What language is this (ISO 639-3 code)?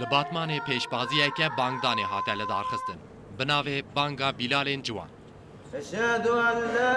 kur